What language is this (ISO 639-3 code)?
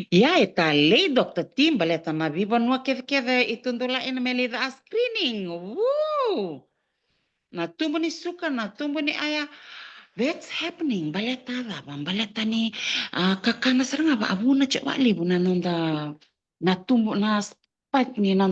fij